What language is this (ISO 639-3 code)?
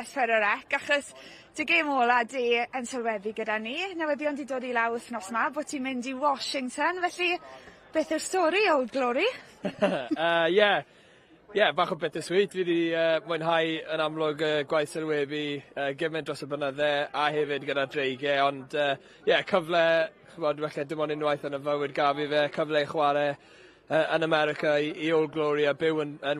cym